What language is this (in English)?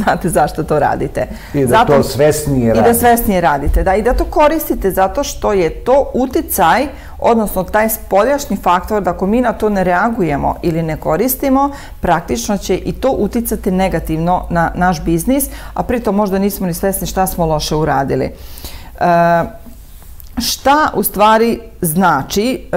Serbian